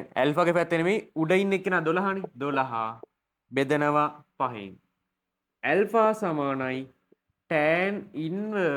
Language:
Sinhala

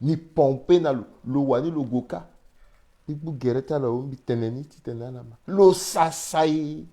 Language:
Sango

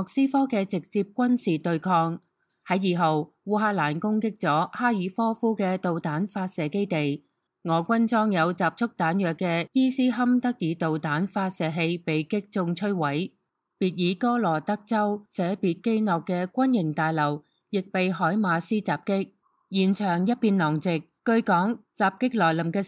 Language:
Cantonese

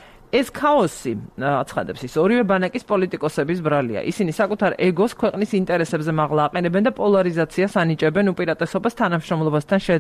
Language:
Georgian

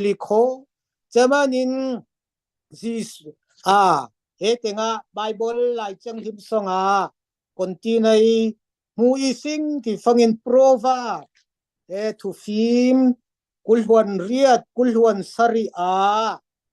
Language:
Falam Chin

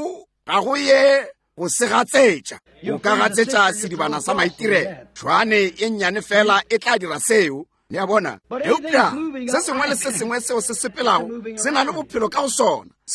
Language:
Northern Sotho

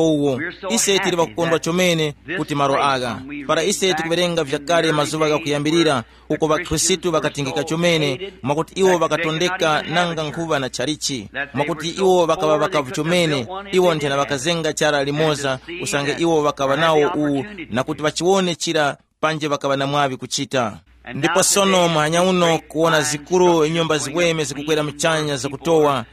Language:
Tumbuka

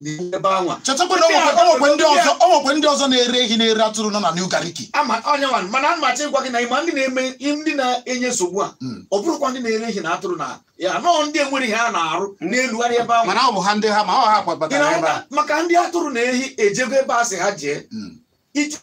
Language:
Igbo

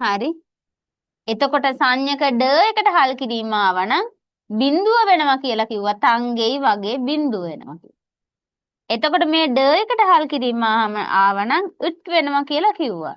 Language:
Sinhala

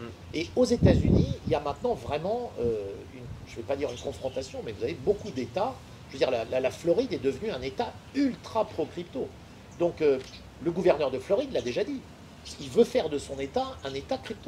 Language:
French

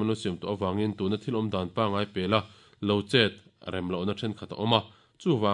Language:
Mizo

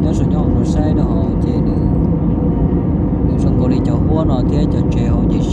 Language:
Hmong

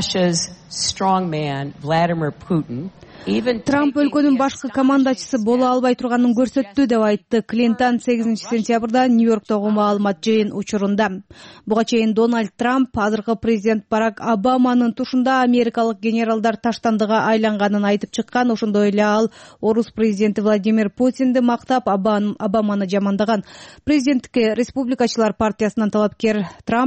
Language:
Kyrgyz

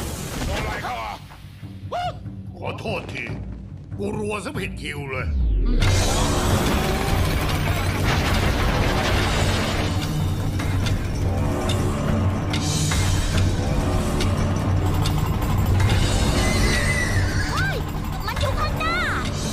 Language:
Thai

